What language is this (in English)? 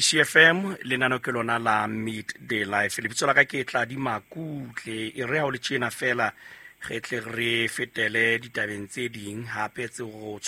Southern Sotho